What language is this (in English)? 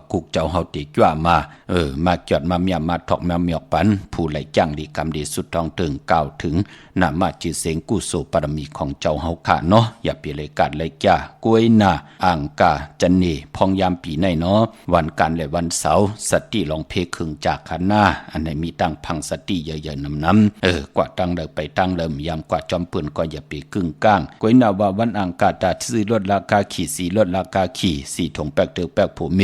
Shan